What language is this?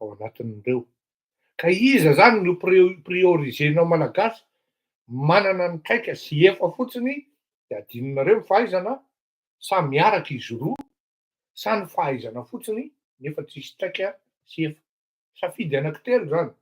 Malagasy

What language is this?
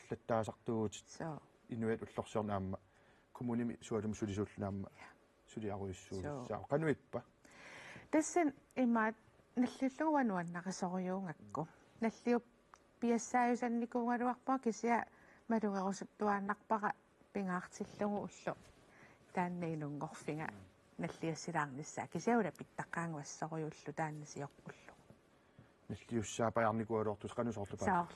Kalaallisut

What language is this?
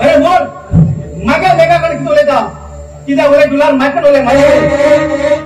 Konkani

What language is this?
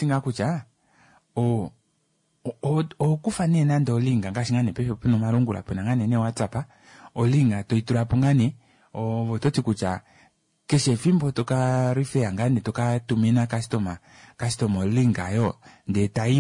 Kuanyama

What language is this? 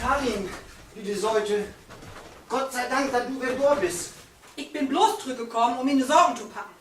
Low German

